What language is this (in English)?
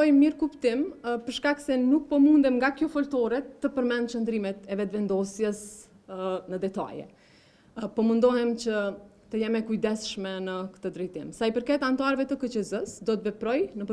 Albanian